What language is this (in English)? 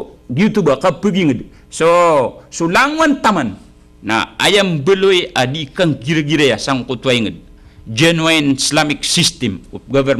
Maranao